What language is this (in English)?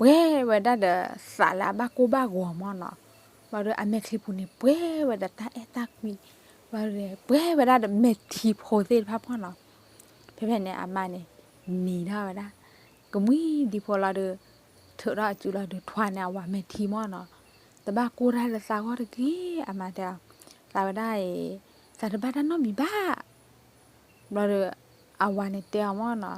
S'gaw Karen